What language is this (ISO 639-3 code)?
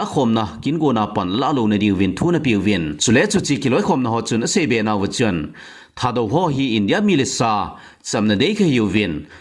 tcz